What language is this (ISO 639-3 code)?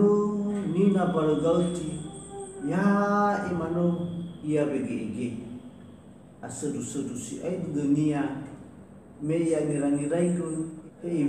nia